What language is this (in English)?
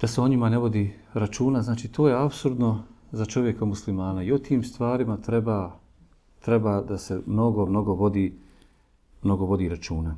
Bosnian